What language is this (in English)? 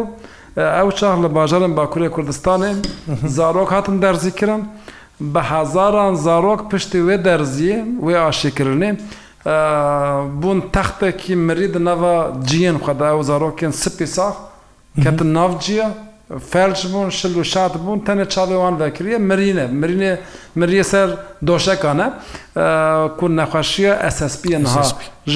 Kurdish